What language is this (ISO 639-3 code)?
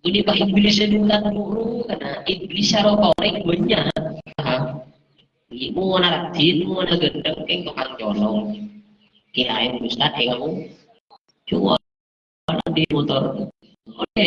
mad